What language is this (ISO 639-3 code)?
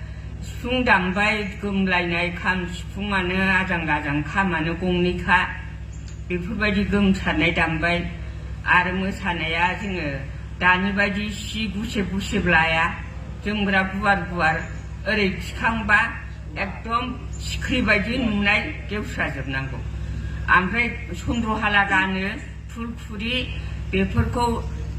brx